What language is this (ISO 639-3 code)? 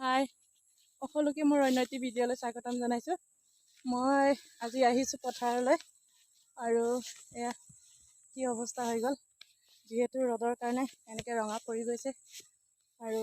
asm